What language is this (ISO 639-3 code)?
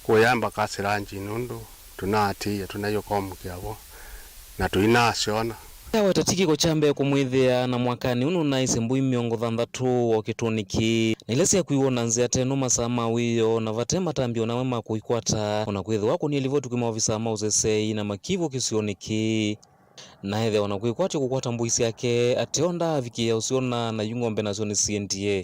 kam